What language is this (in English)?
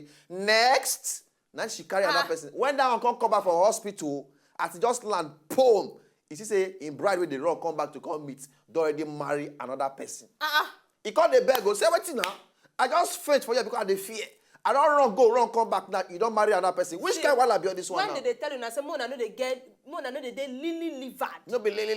Nigerian Pidgin